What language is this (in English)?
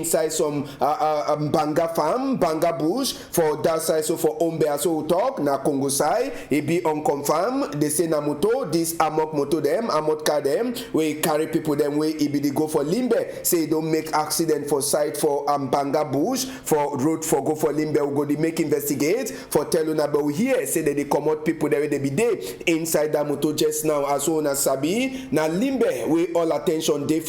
Cameroon Pidgin